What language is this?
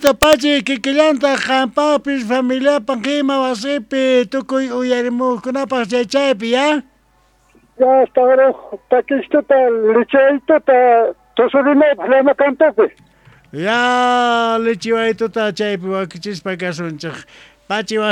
Quechua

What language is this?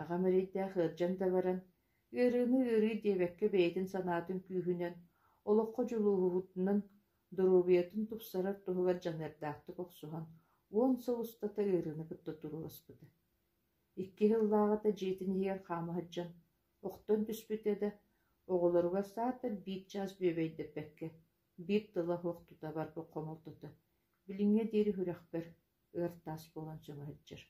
Yakut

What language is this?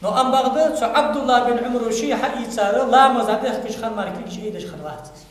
Ingush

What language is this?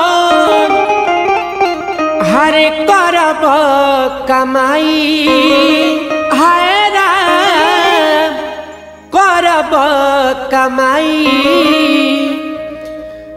Bhojpuri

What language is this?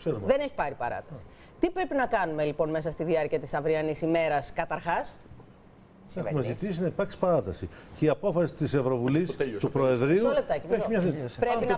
Greek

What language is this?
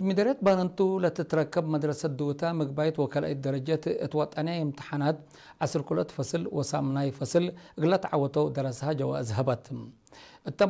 Tigrinya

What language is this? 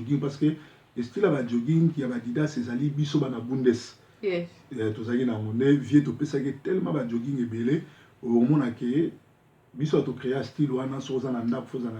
Lingala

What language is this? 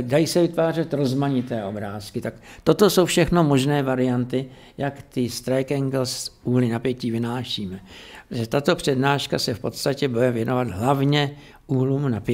Czech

